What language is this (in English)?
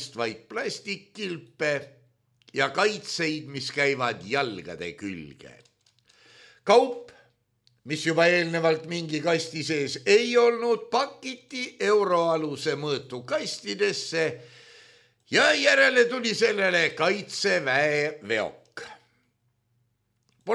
Estonian